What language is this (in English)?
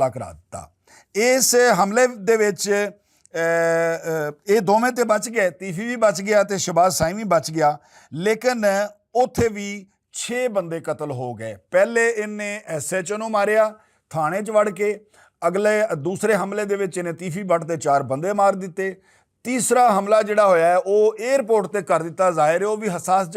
Western Panjabi